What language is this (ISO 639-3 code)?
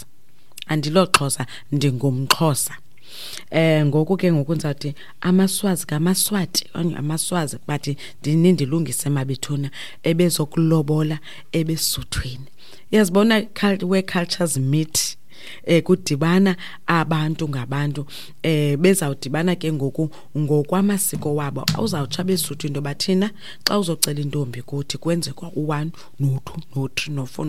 xho